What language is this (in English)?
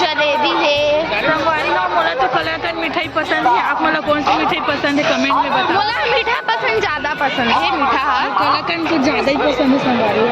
Chhattisgarhi